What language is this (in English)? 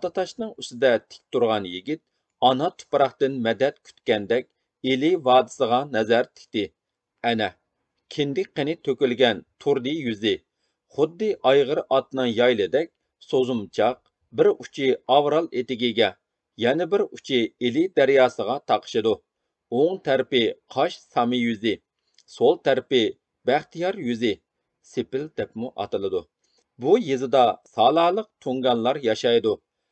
Uyghur